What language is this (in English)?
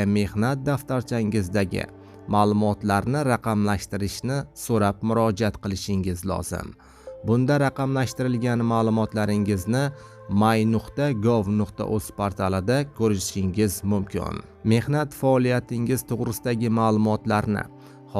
Uzbek